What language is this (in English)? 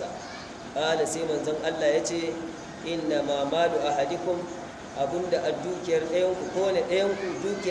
Hausa